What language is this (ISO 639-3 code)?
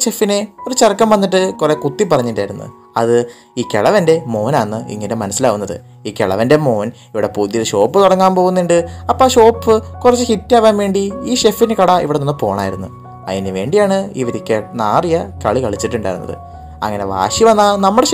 mal